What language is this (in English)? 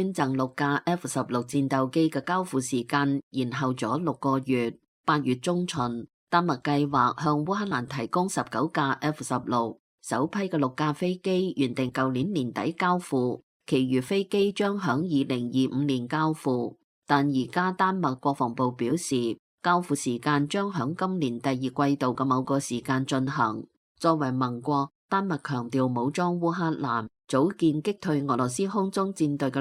Cantonese